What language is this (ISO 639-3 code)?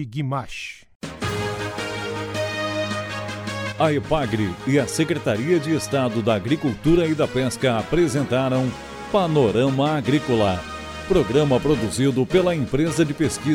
por